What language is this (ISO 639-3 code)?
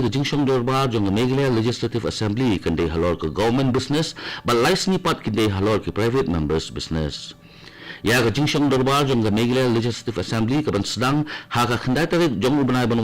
kha